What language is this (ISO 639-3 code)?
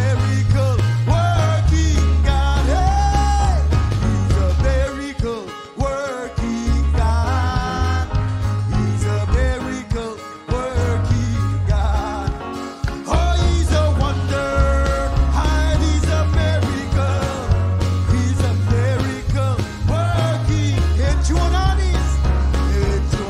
mah